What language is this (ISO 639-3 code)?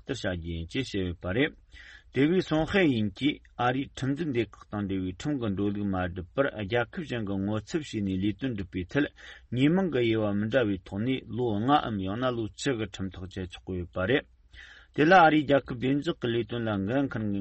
bod